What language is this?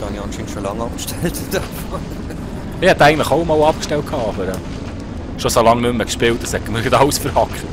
Swiss German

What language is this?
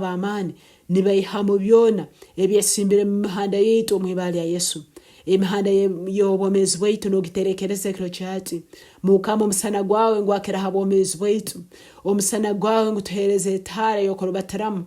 Nyankole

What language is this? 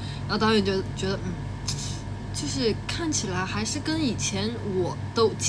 Chinese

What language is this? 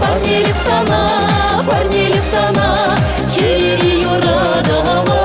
Chuvash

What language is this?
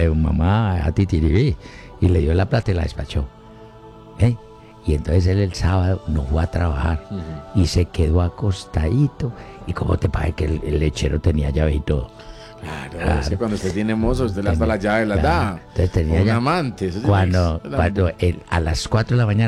Spanish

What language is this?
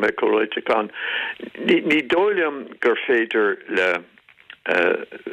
Irish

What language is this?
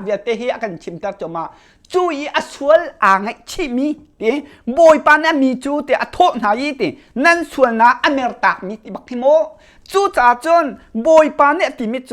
Hakha Chin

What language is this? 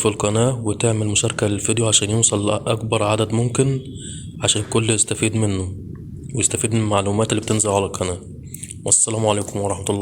Egyptian Arabic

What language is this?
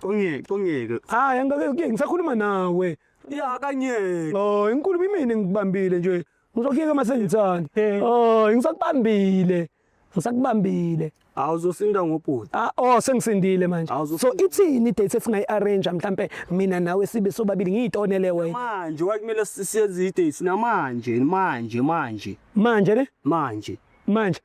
Zulu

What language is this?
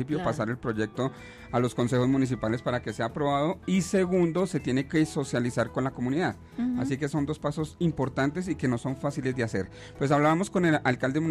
Spanish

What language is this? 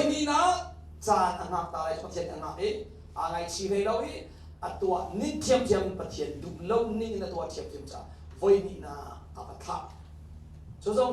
Hakha Chin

